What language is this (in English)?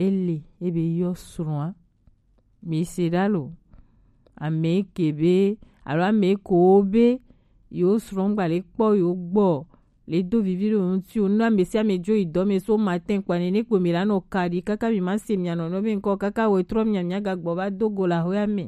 Gen